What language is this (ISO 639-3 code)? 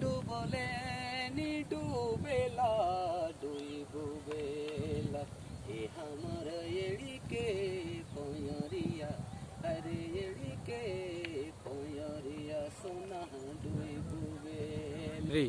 sck